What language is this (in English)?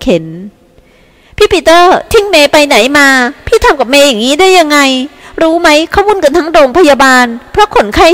Thai